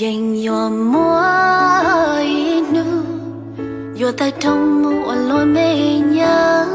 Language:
Hmong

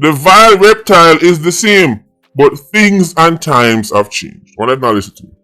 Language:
Jamaican Creole English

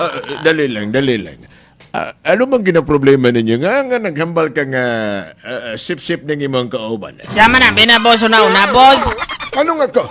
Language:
Cebuano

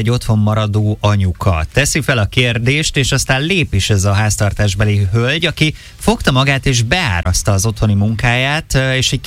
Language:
Hungarian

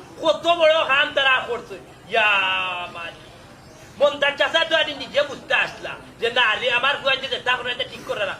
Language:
Sylheti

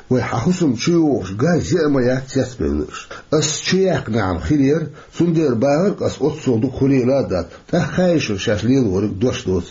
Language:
Chechen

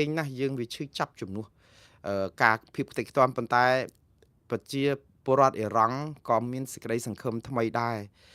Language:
Khmer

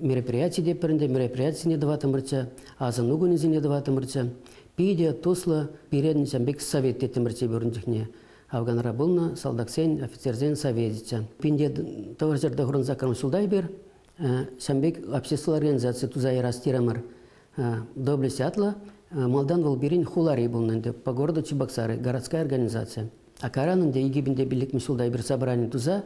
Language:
Chuvash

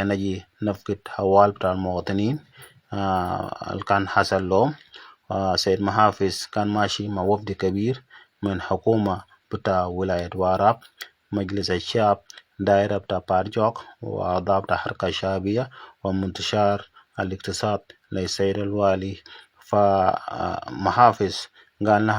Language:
Dinka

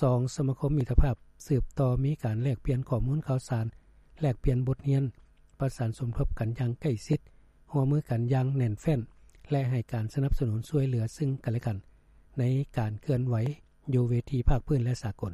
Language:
Lao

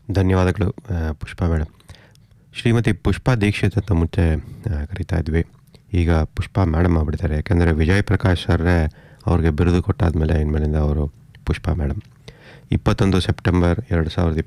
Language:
Kannada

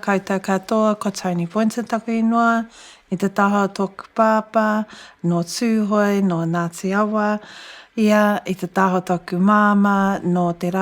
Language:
Māori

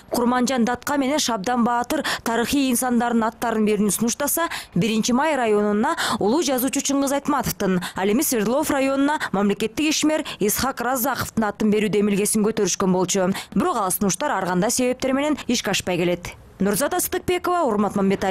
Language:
Kyrgyz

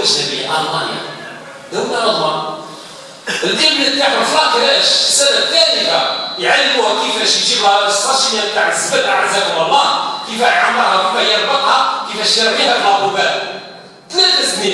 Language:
Algerian Arabic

